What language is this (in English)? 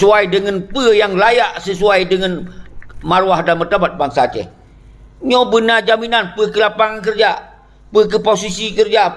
Achinese